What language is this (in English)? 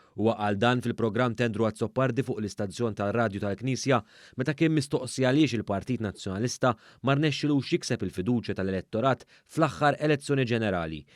Maltese